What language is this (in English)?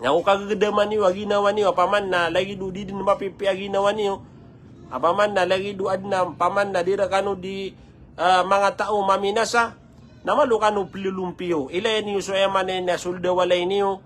Maranao